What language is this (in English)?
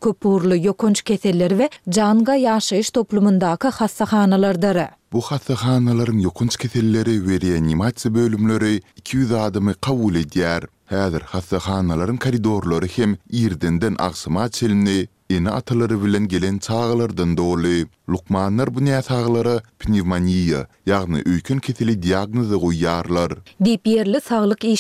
Turkmen